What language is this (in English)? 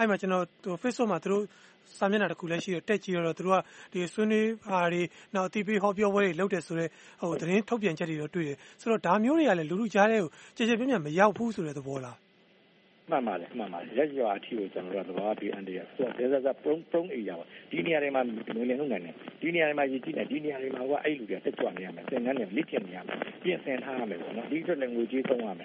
Burmese